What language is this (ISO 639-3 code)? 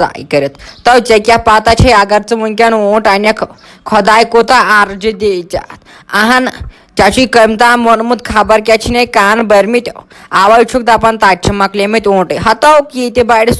kas